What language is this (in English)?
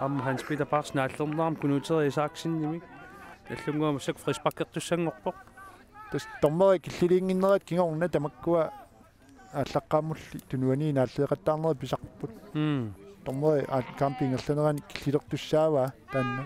Kalaallisut